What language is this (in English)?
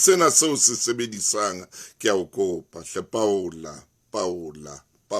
Southern Sotho